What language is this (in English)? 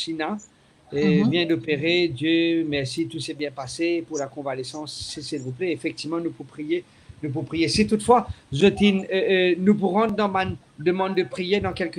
Morisyen